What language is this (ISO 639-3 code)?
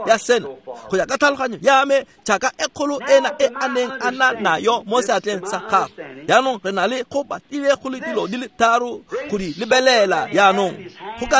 tsn